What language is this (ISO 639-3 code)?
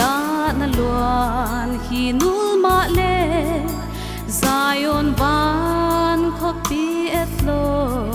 pck